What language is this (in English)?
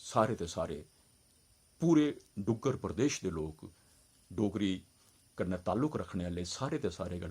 Dogri